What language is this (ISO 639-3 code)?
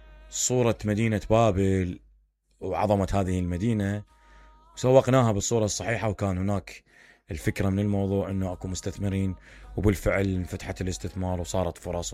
acm